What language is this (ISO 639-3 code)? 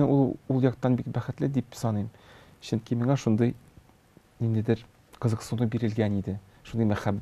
tat